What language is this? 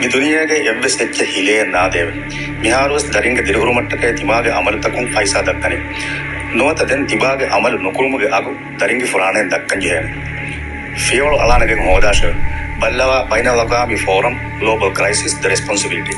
Divehi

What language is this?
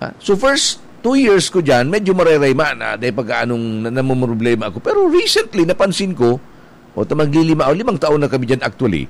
Bikol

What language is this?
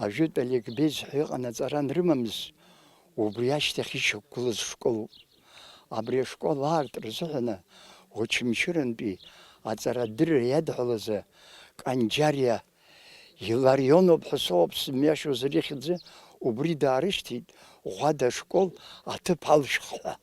Abkhazian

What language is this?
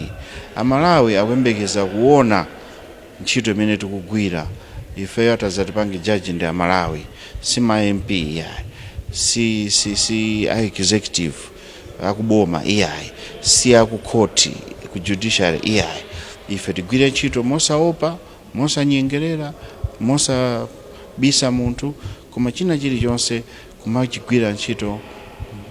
Nyanja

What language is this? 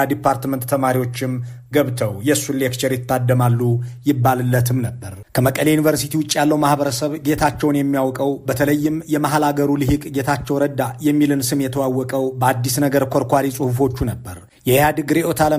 Amharic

